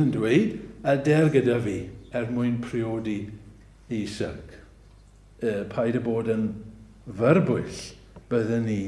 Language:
Welsh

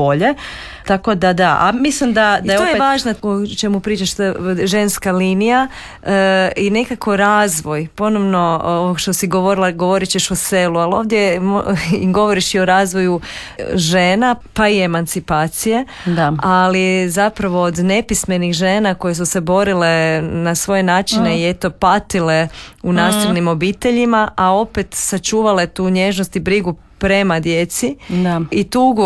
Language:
Croatian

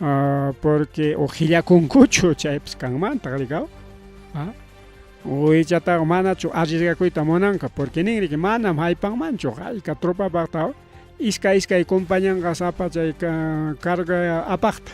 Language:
Ayacucho Quechua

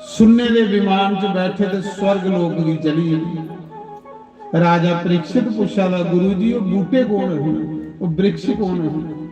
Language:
Dogri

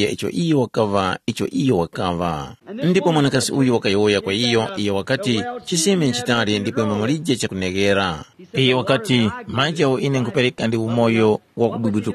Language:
Tumbuka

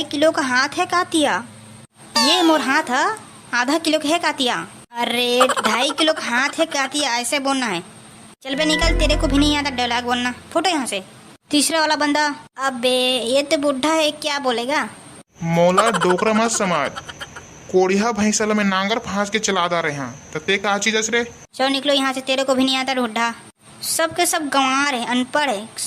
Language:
Chhattisgarhi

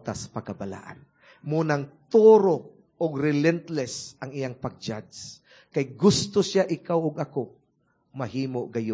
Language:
Cebuano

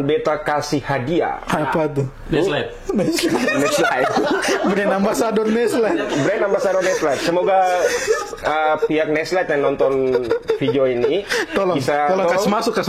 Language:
Ambonese Malay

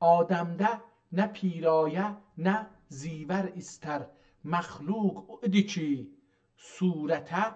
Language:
South Azerbaijani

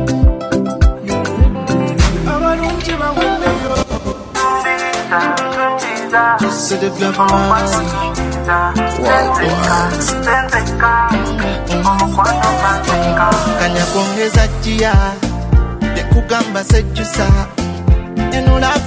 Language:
Swahili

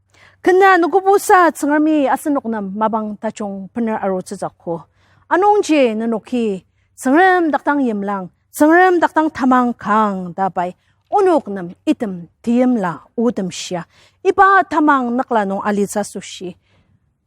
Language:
Ao Naga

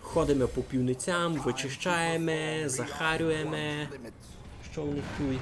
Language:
Rusyn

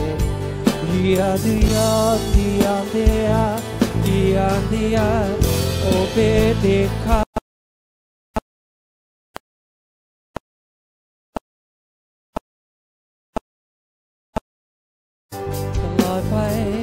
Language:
Thai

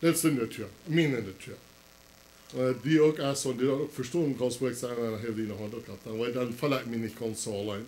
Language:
Plautdietsch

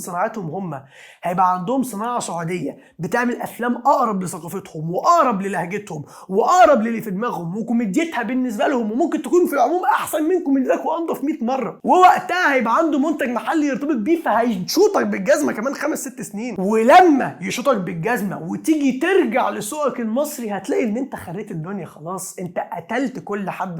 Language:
Egyptian Arabic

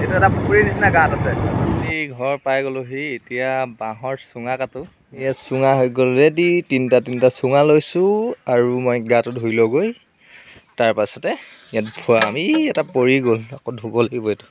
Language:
Assamese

